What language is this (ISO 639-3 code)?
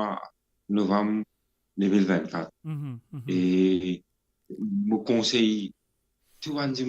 mfe